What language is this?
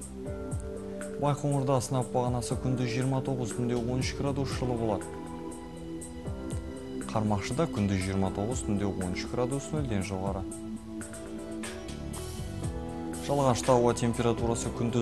Kazakh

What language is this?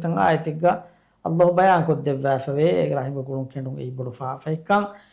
Divehi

